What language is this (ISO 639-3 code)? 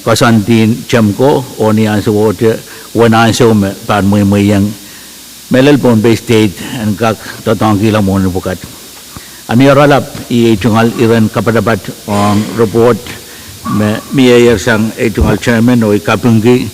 pon